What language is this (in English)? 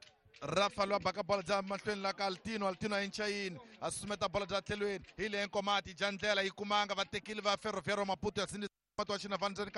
Tsonga